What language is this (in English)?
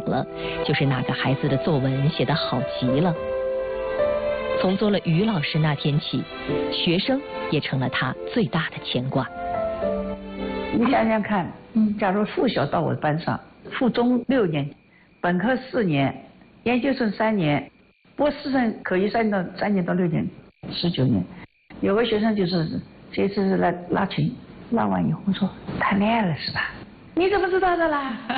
Chinese